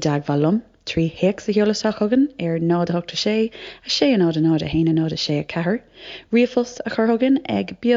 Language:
Irish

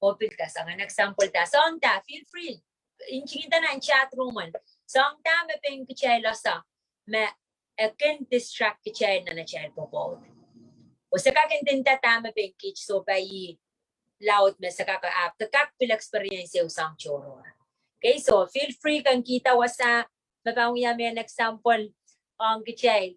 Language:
Pohnpeian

